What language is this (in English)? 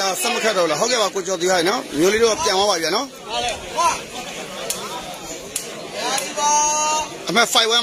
Burmese